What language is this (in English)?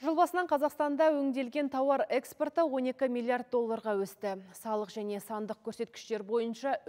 Kazakh